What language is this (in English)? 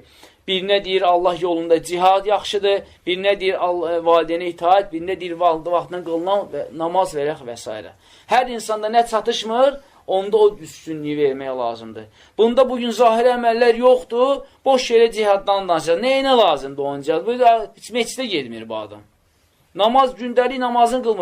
Azerbaijani